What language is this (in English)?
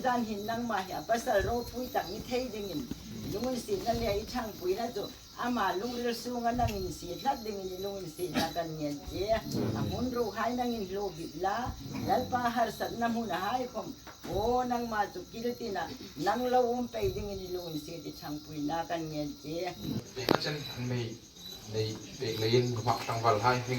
Hmar